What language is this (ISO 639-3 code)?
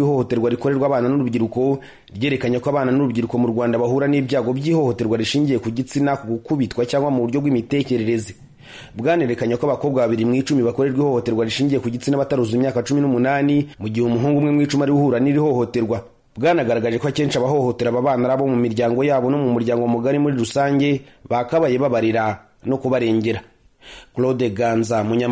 kin